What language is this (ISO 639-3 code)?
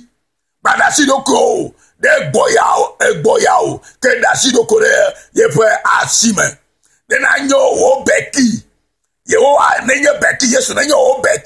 ewe